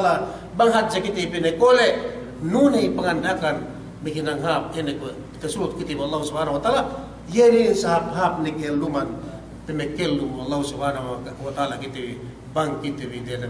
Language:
Yakan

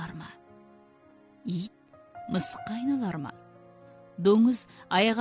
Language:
Kazakh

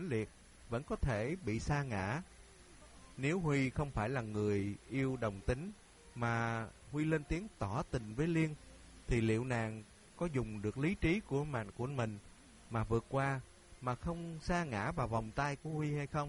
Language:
Vietnamese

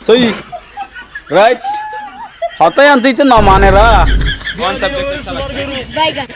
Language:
Rohingya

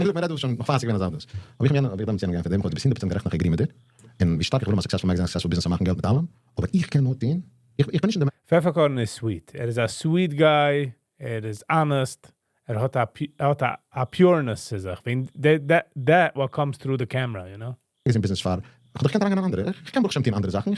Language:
Yiddish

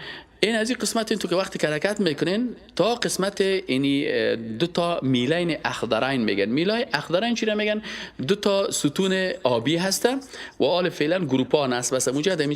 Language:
Persian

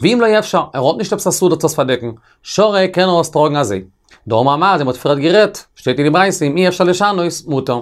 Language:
Yiddish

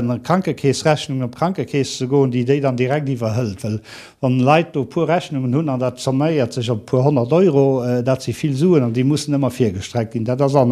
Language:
Luxembourgish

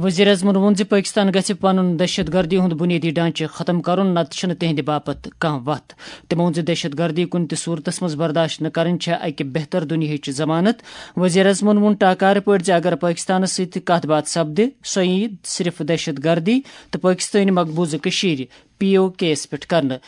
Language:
Kashmiri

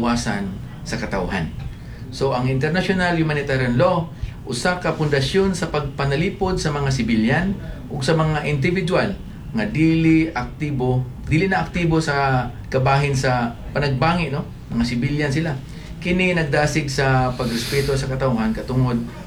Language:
Cebuano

